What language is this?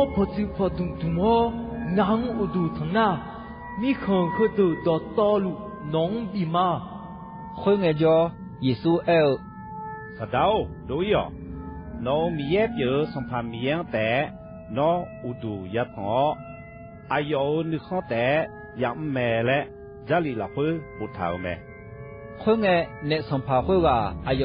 Akha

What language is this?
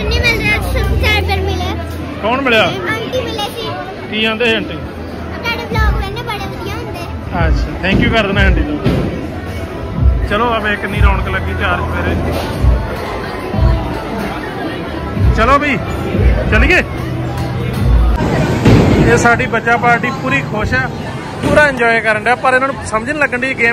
Punjabi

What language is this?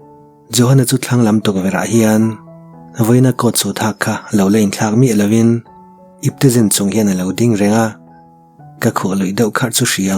Mizo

